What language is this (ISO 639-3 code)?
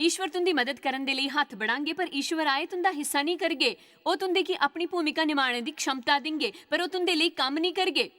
doi